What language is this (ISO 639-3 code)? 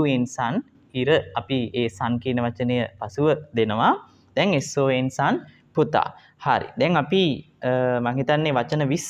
sin